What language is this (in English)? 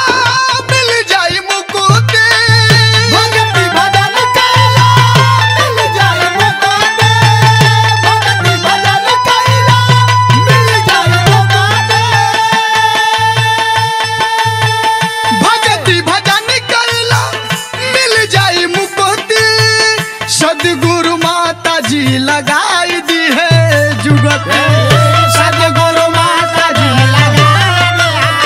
Bhojpuri